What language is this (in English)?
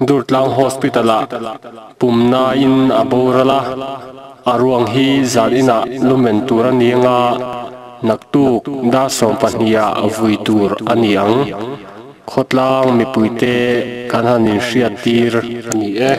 Mizo